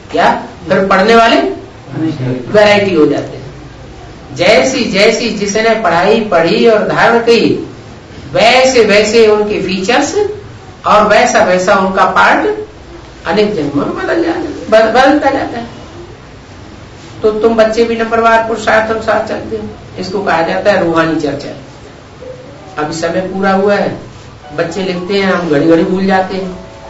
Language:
Hindi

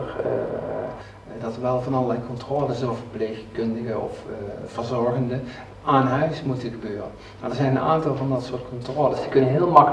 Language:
Dutch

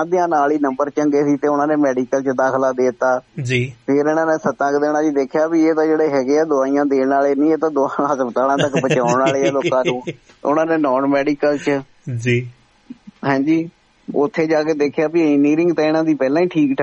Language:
Punjabi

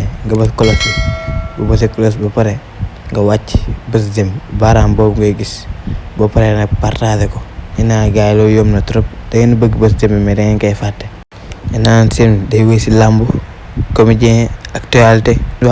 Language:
Wolof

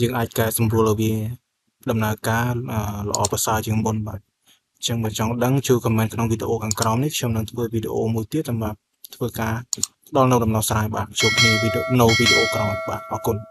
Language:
Khmer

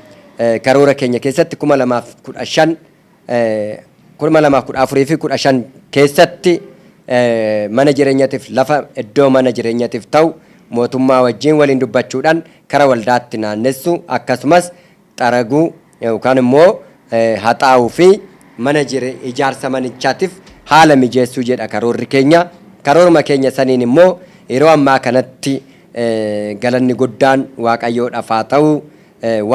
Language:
Oromo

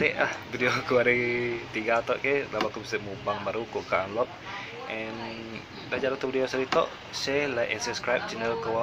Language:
Iban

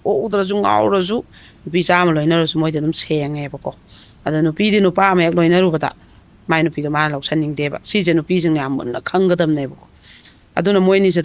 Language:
Manipuri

